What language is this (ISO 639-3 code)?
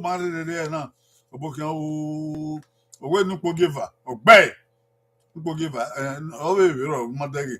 bin